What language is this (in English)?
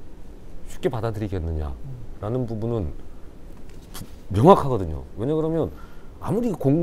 Korean